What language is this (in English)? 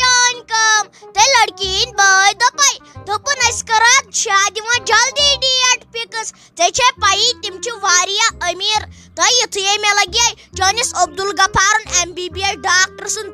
Kashmiri